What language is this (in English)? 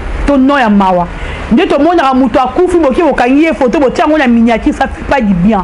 Lingala